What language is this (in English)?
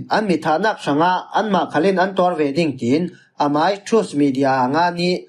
Falam Chin